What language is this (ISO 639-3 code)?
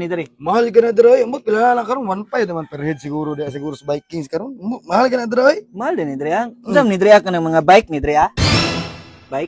ceb